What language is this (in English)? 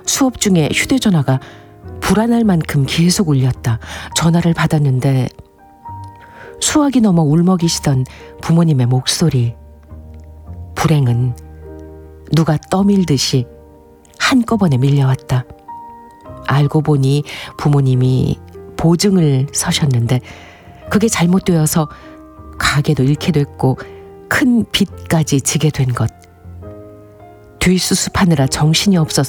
Korean